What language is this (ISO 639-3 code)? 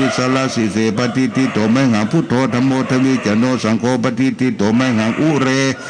pli